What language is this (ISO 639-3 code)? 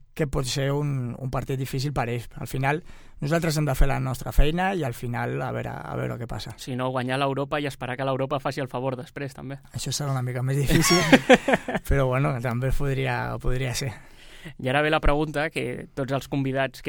cat